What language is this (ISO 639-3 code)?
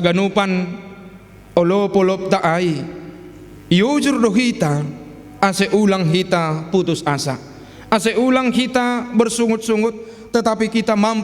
bts